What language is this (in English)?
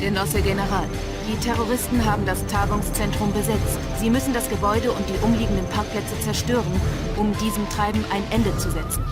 Bavarian